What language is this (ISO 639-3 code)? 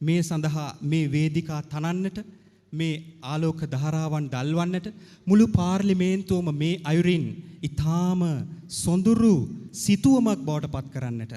sin